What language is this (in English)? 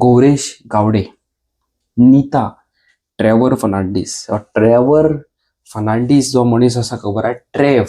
Konkani